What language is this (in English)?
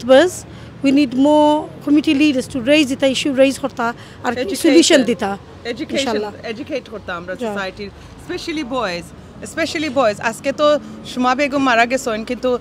Sylheti